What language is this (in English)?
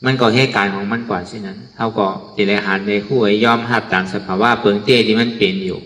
Shan